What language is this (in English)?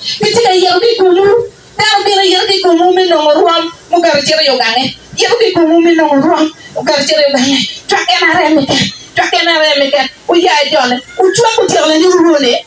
Acoli